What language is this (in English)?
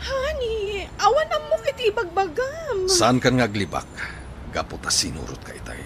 Iloko